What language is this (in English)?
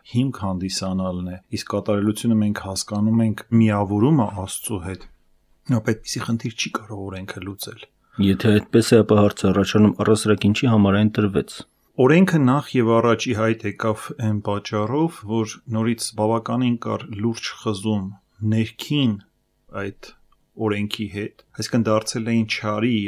Armenian